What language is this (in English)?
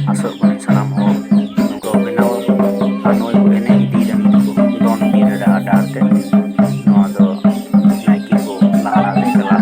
Santali